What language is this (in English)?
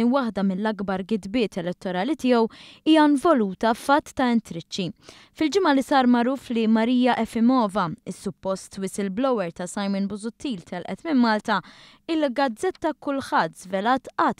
Maltese